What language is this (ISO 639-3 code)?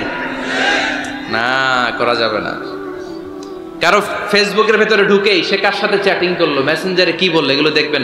ben